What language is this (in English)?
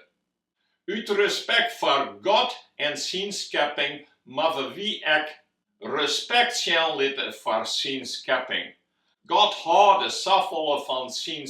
Western Frisian